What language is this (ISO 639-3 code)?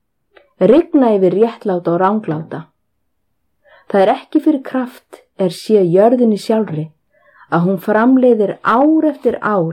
isl